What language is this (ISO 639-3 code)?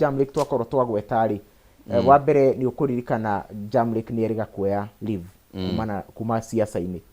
kik